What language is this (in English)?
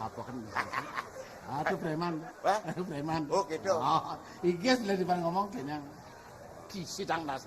Balinese